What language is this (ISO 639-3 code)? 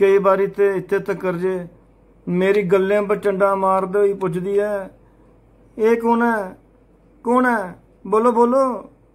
doi